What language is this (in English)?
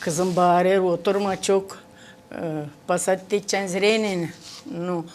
Gagauz